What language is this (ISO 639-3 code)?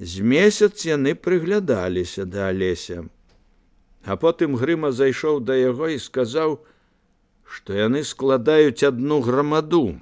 bel